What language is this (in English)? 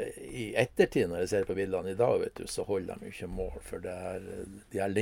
Norwegian